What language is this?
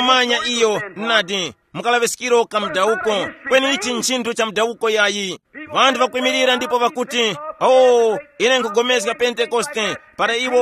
Tumbuka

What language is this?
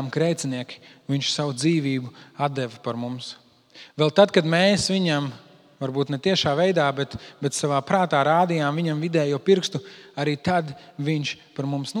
Latvian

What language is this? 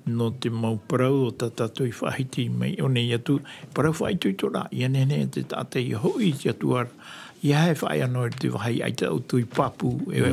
Tahitian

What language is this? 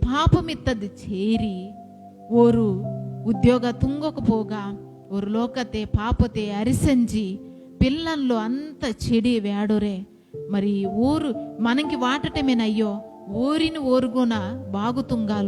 Koya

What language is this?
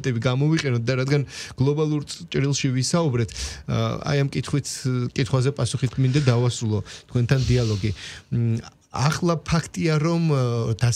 Georgian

